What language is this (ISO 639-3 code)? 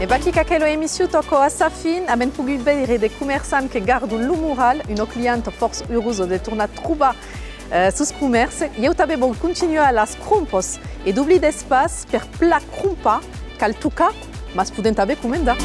oci